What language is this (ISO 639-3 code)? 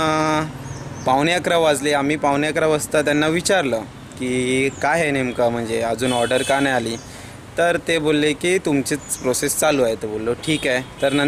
mar